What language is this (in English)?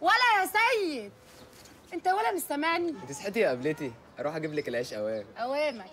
Egyptian Arabic